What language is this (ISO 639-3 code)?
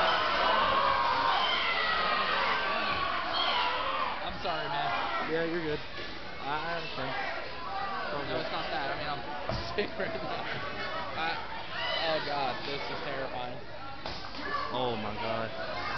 eng